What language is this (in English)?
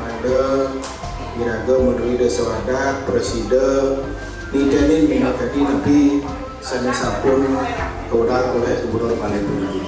Balinese